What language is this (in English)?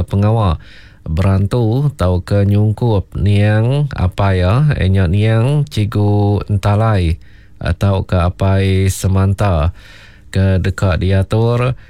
Iban